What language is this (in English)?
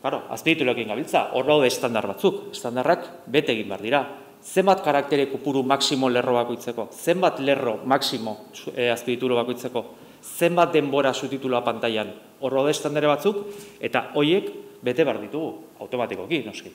Basque